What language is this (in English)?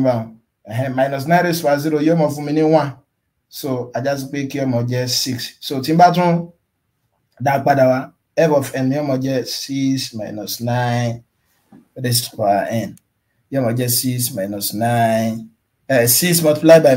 Yoruba